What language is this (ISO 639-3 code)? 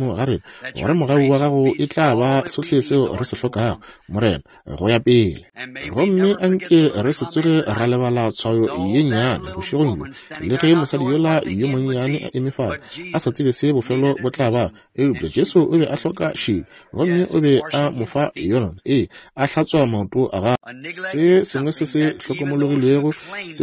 nso